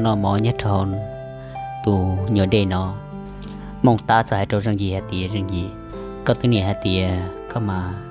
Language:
Vietnamese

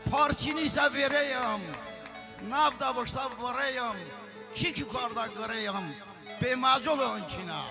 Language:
Talysh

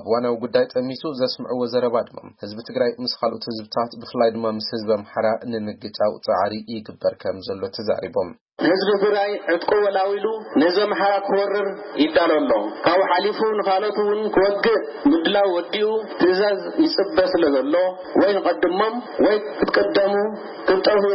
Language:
Tigrinya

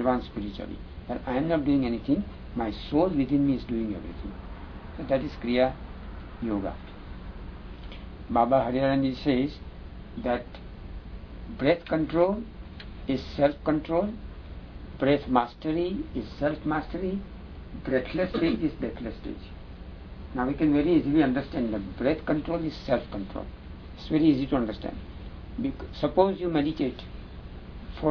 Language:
English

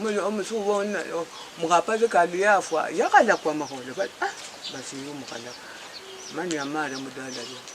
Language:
Luyia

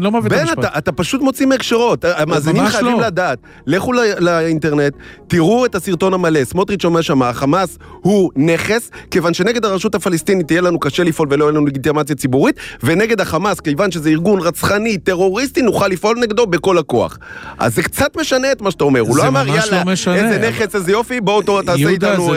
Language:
Hebrew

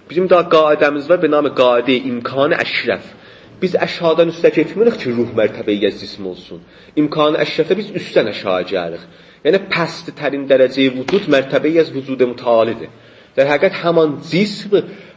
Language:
South Azerbaijani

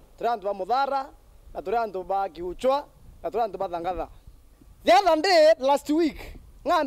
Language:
Meru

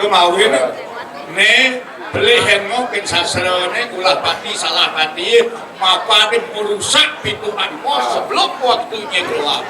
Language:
Balinese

